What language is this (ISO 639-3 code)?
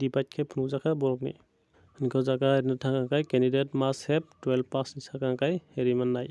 trp